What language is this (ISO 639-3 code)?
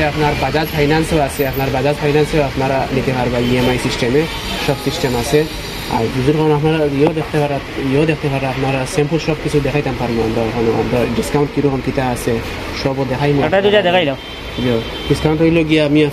syl